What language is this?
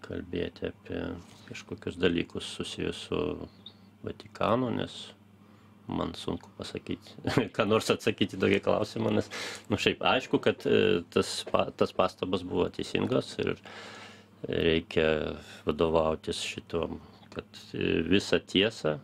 Lithuanian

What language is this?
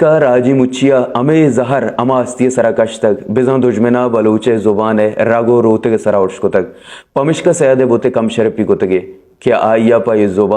Baluchi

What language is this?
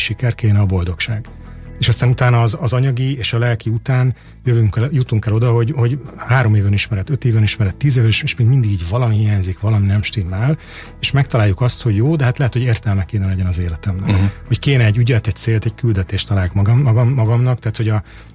Hungarian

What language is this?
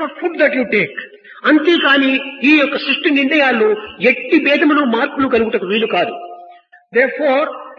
Telugu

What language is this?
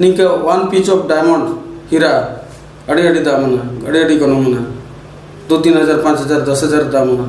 Santali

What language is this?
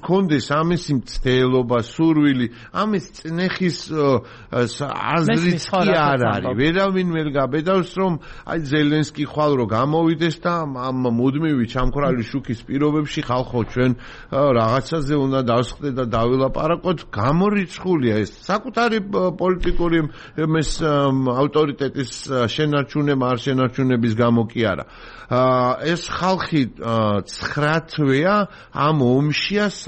Georgian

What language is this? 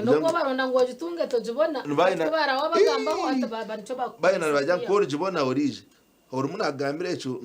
Nyankole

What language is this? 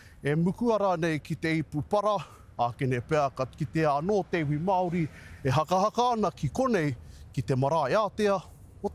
Māori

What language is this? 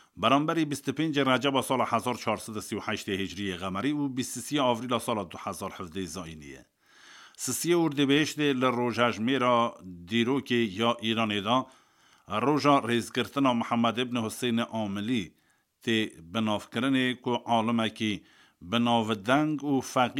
Kurdish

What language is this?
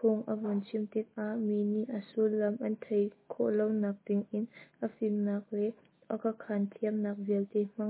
Hakha Chin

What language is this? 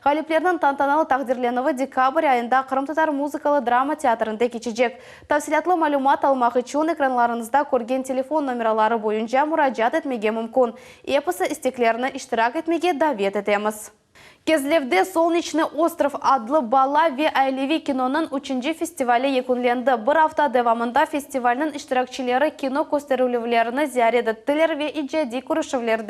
Crimean Tatar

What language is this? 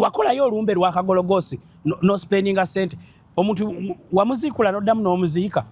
Ganda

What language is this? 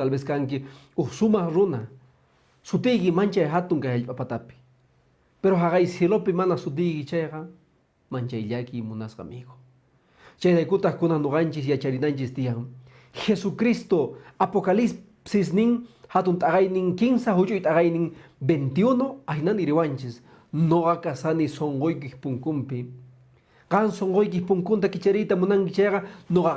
Quechua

